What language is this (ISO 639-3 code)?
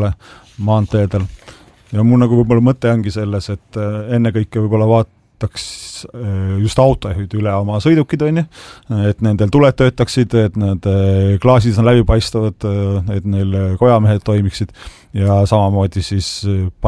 est